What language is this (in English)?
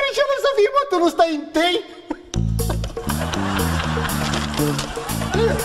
Romanian